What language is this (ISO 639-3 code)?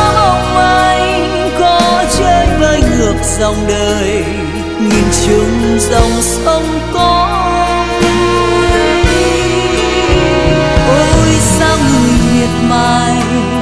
vie